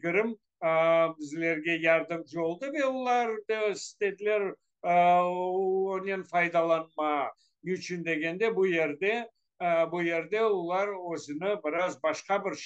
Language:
Crimean Tatar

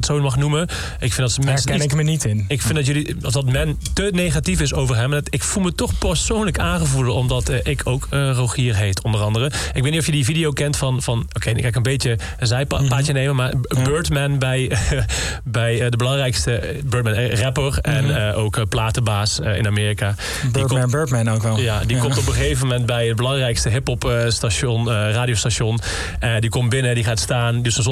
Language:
Dutch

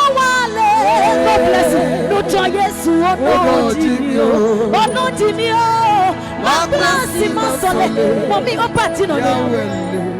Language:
Adangme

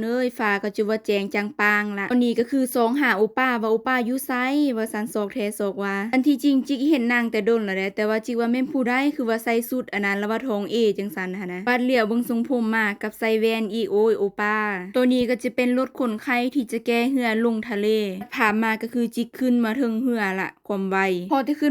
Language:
Lao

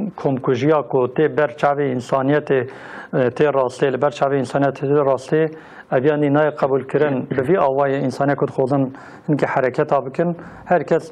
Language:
Kurdish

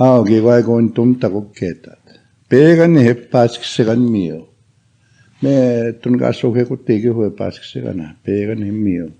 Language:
Plains Cree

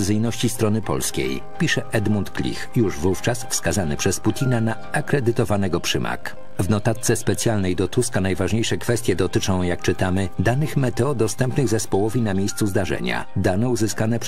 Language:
Polish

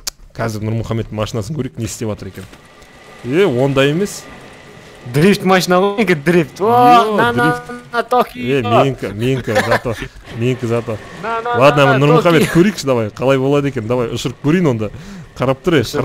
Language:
Kazakh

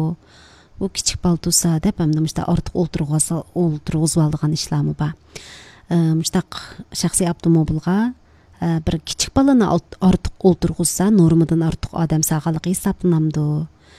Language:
Uyghur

